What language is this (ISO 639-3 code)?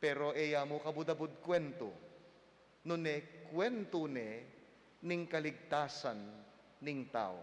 pam